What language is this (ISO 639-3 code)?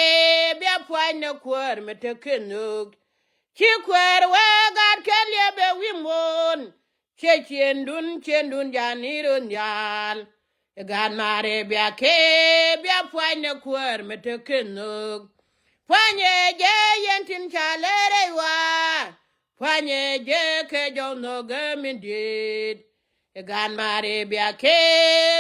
nus